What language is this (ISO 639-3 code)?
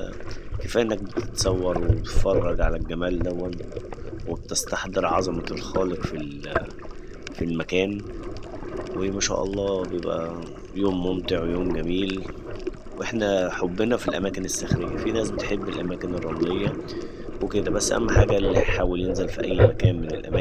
arz